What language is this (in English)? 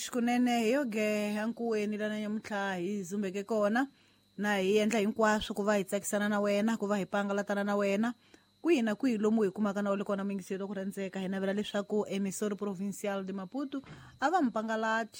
Tsonga